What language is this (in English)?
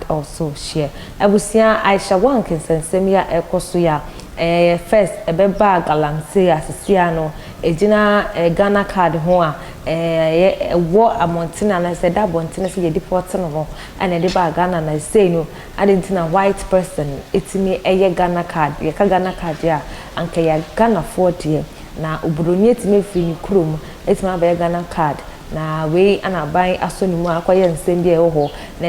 Akan